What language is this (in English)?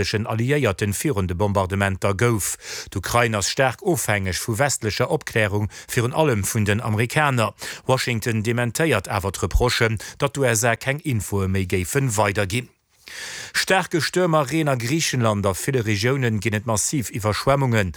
Luxembourgish